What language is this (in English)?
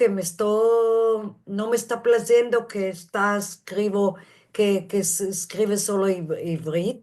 Ladino